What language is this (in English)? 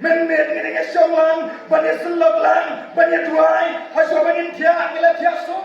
Khasi